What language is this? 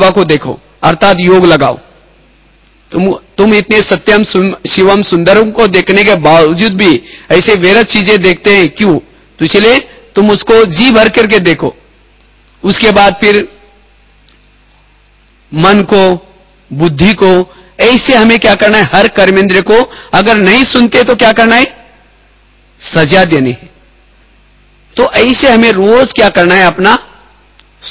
Hindi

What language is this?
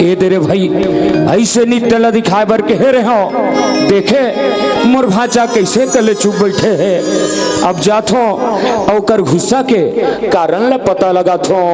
Chhattisgarhi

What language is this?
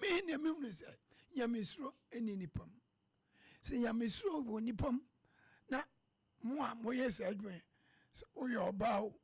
Akan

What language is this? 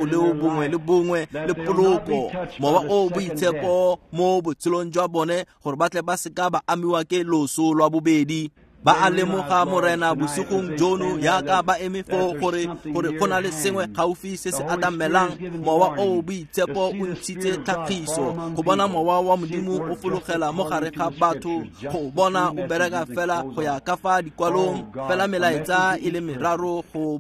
Tswana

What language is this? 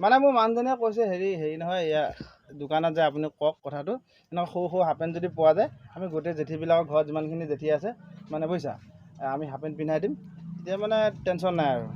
Assamese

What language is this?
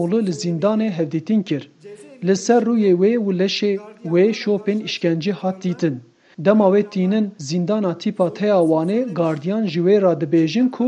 Kurdish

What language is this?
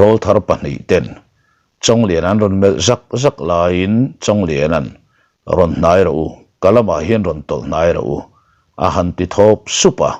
Mizo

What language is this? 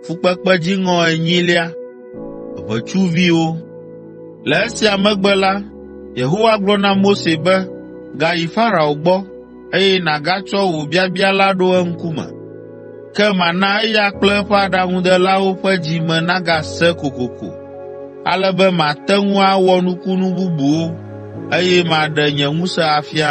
Ewe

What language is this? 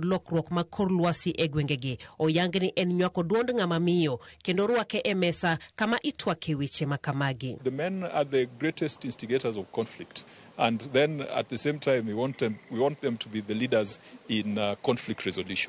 Luo (Kenya and Tanzania)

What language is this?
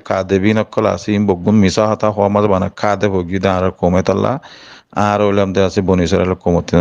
Rohingya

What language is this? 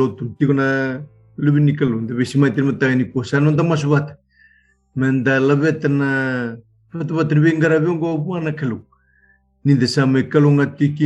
Fijian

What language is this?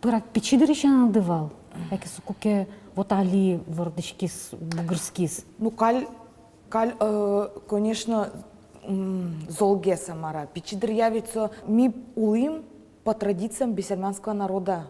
Udmurt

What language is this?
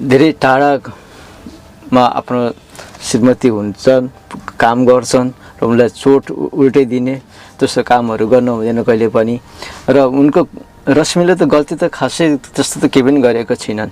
Nepali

